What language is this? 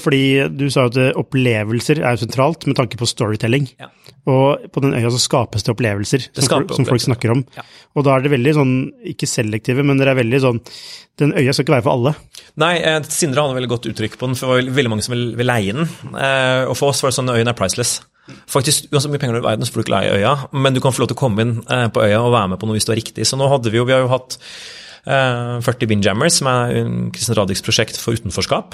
Norwegian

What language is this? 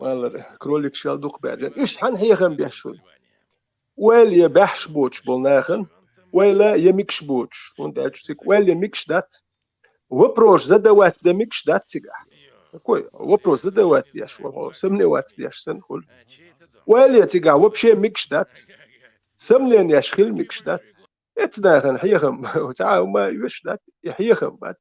Chechen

